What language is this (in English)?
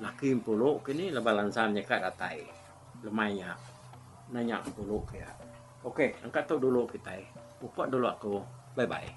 Iban